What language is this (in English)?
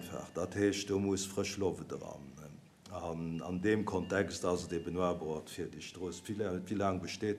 Luxembourgish